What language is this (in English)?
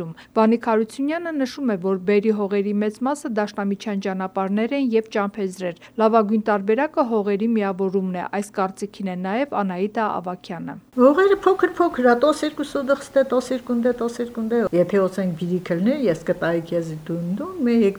Armenian